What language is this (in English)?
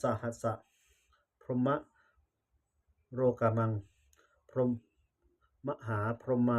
Pali